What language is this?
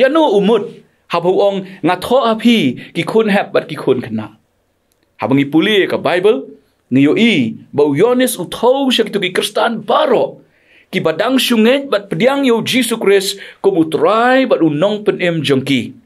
Khasi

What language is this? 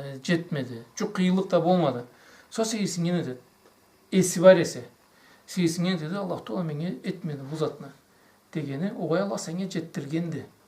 Karachay-Balkar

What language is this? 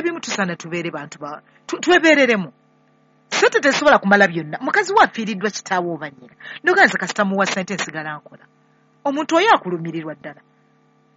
Ganda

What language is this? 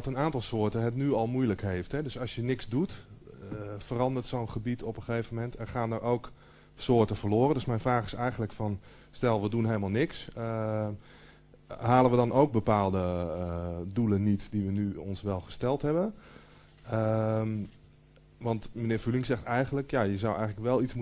Dutch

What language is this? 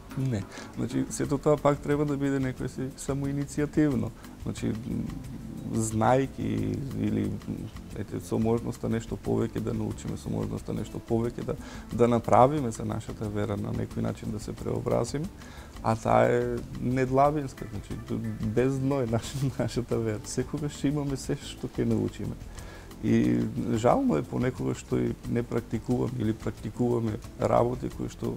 Macedonian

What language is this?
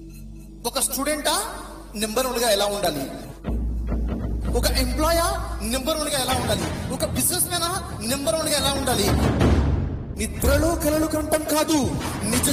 Telugu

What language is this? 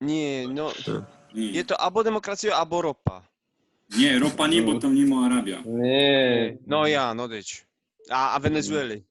Silesian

